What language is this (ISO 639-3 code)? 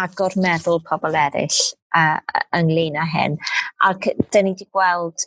cym